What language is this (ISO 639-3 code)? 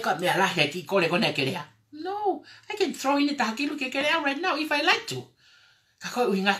ton